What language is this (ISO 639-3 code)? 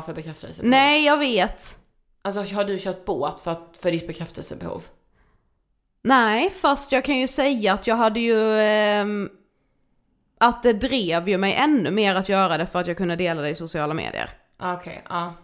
swe